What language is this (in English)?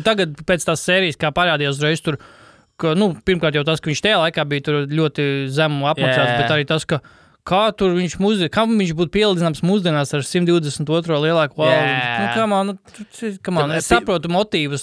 Latvian